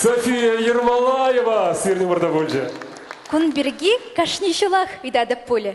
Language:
Chuvash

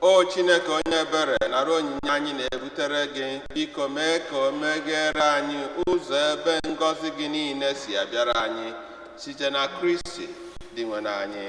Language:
Igbo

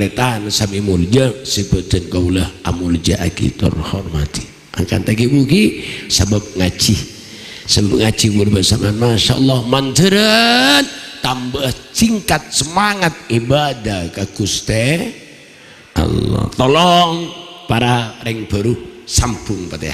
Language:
Madurese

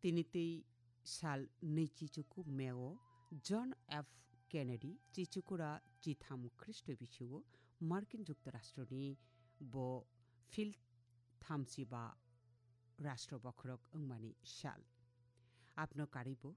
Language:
Kok Borok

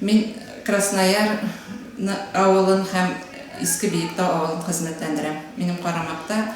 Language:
Tatar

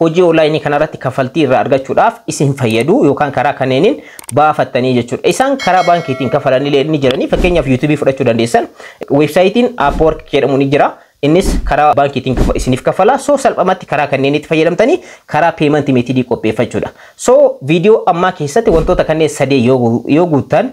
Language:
Oromo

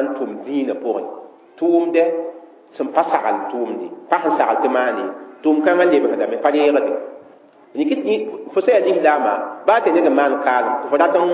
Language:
Mossi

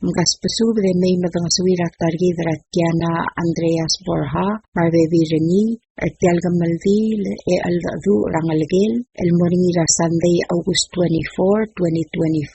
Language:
Palauan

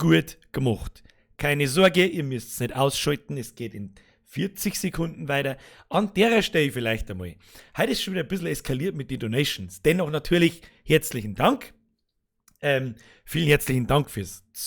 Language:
Bavarian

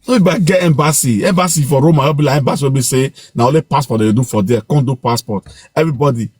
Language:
Nigerian Pidgin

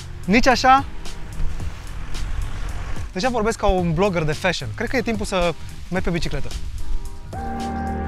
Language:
Romanian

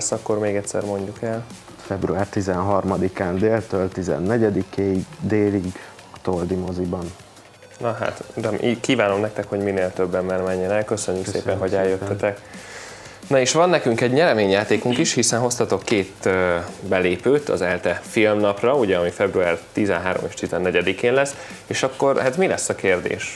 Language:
Hungarian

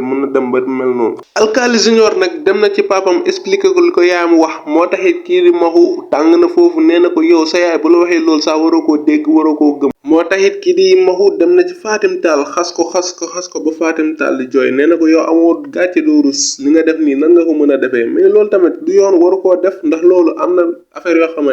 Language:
Wolof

